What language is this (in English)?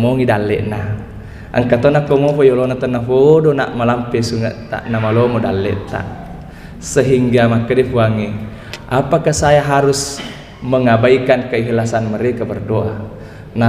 Buginese